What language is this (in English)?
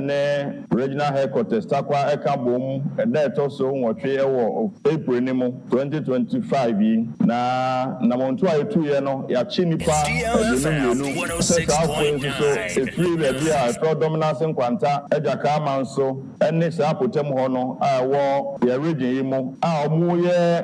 Akan